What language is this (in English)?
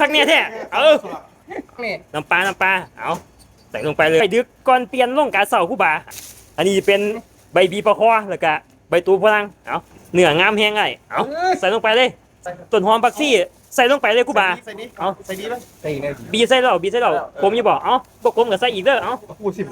Lao